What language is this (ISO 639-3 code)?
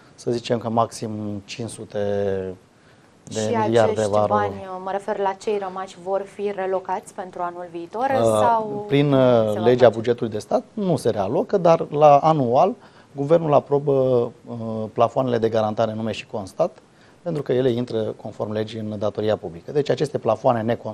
ron